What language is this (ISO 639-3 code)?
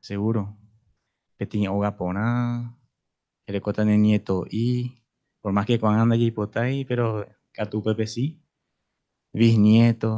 grn